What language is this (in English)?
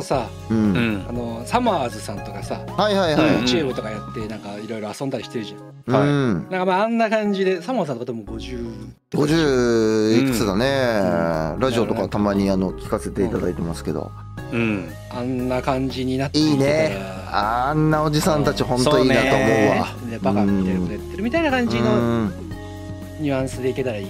Japanese